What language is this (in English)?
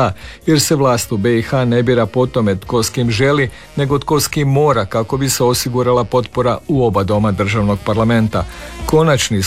Croatian